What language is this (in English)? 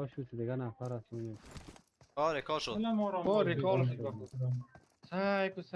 Persian